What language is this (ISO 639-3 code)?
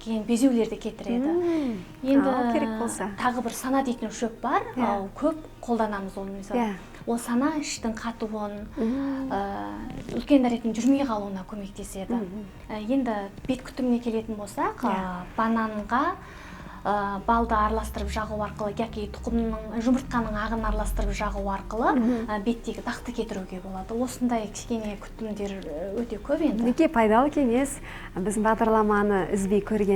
kaz